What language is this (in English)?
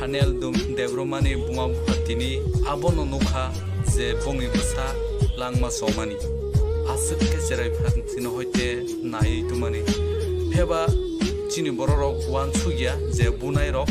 Kok Borok